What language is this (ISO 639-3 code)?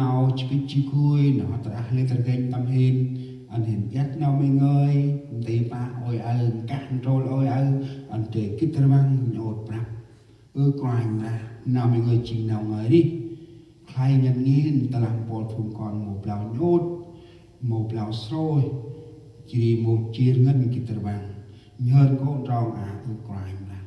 cmo